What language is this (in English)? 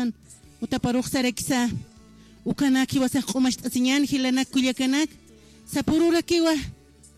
Aymara